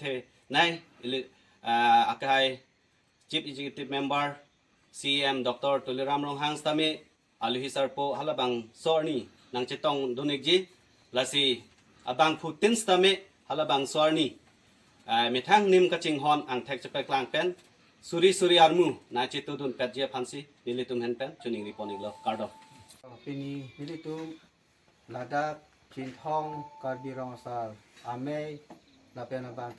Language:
Karbi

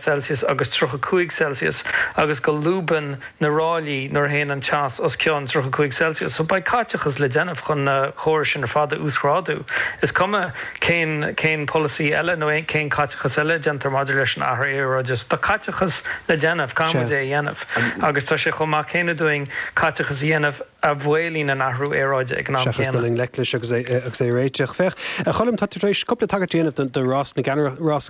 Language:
Irish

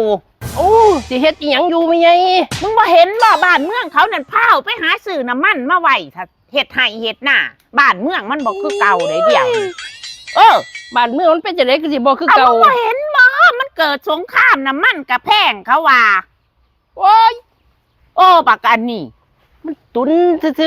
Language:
Northeastern Thai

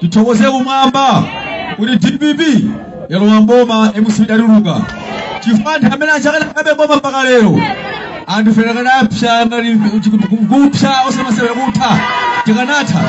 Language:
Nyanja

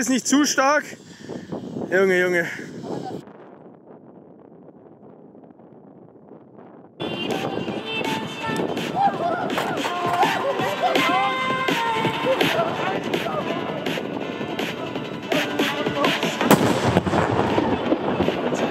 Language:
German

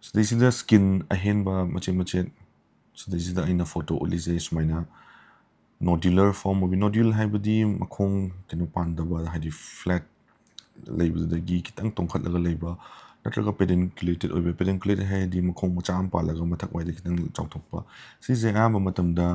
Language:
Manipuri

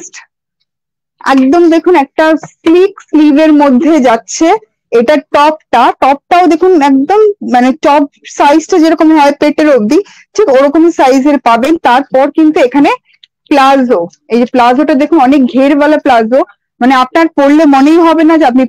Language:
Bangla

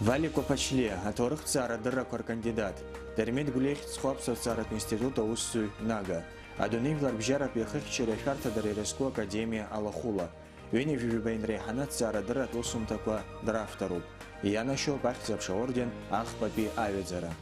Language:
Abkhazian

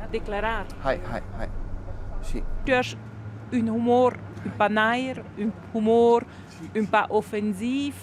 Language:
Romansh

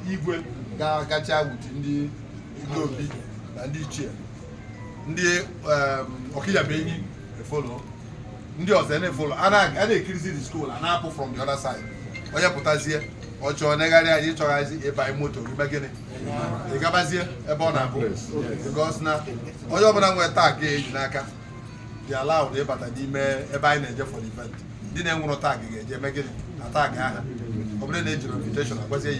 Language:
Igbo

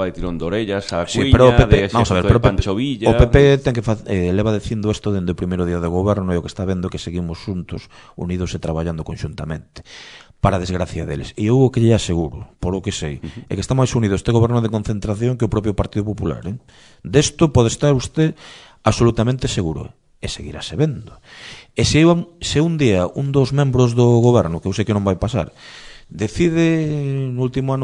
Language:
Galician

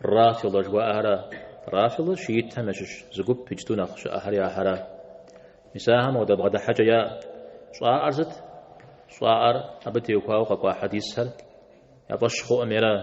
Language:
Kabardian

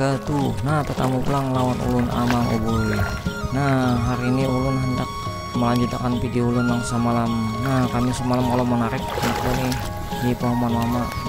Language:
Banjar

